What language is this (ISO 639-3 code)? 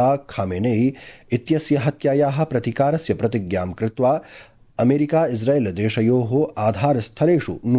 san